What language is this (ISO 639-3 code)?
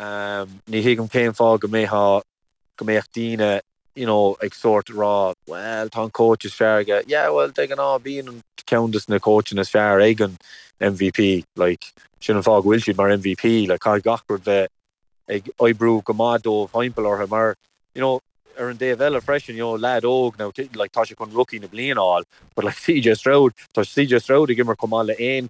gle